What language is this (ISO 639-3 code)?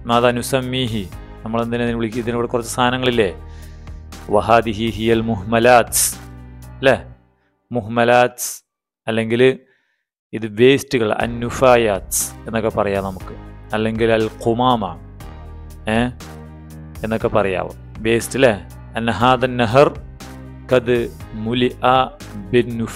mal